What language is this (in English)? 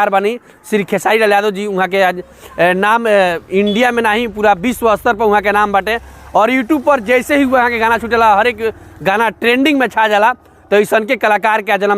Bhojpuri